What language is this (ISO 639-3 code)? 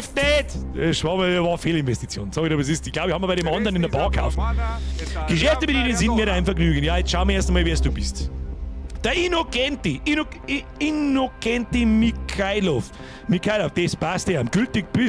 bar